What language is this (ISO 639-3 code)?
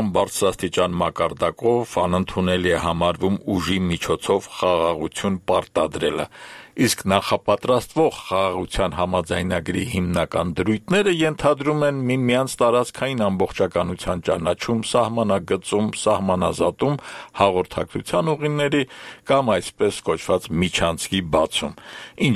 hye